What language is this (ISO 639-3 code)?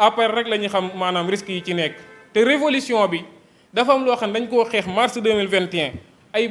wol